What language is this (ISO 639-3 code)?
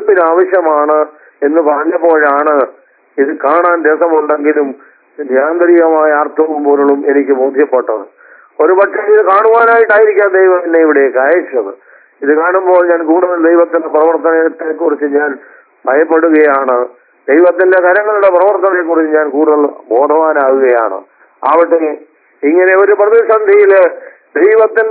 mal